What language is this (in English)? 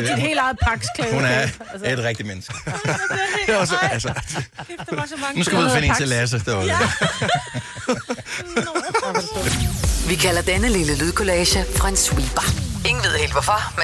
Danish